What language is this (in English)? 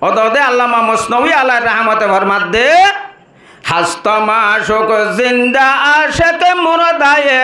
Rohingya